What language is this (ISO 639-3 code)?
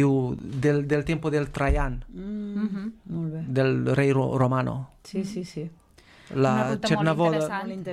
cat